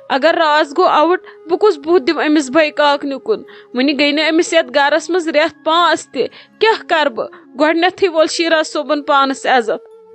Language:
Kashmiri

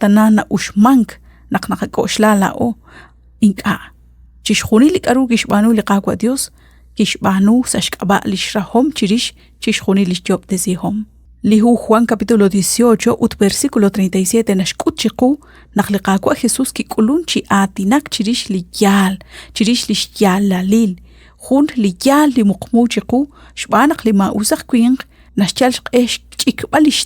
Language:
Kekchí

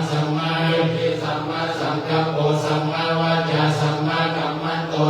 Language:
Pali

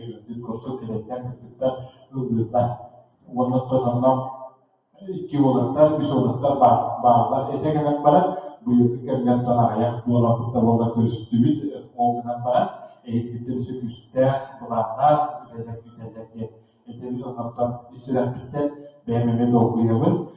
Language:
Yakut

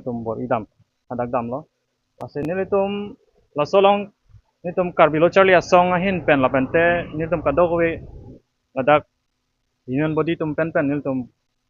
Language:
Karbi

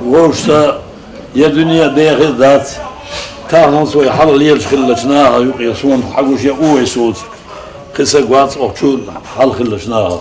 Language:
Chechen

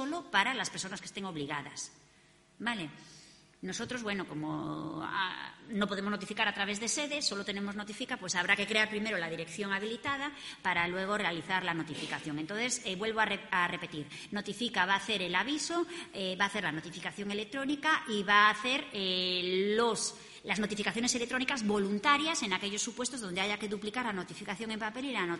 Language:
Spanish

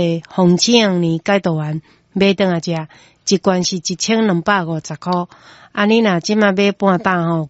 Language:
Min Nan Chinese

